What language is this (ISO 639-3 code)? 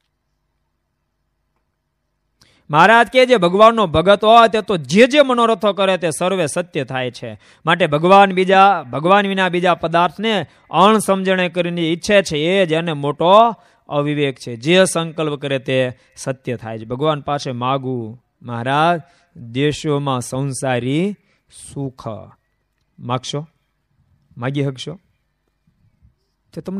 guj